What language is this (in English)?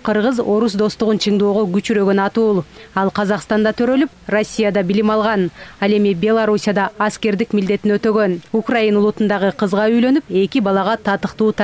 Kyrgyz